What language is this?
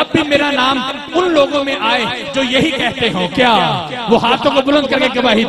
Urdu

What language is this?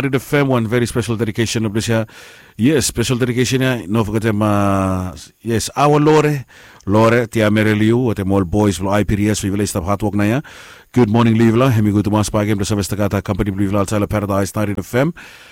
Bislama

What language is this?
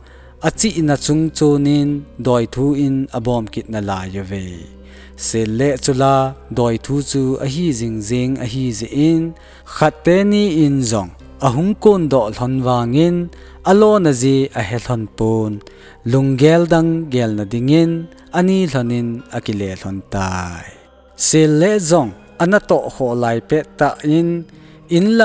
Thado Chin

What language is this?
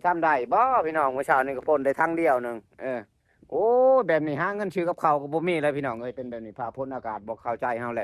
Northeastern Thai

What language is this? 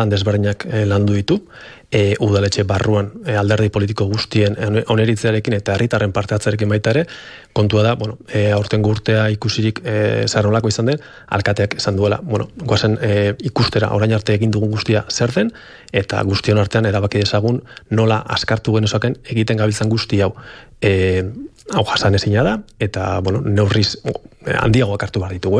Basque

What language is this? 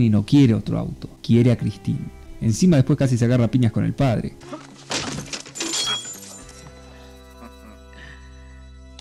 Spanish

